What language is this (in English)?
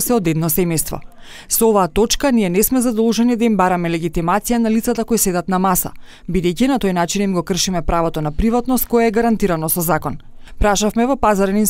Macedonian